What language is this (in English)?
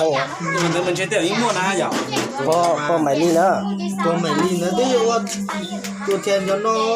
Hmong